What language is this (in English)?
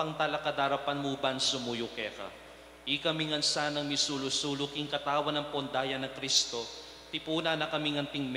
Pampanga